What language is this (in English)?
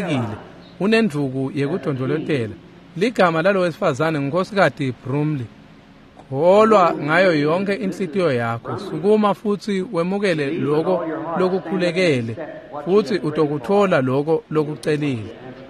Swati